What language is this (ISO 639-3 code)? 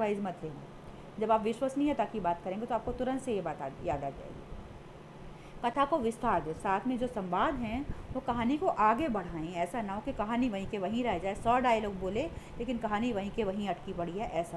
hin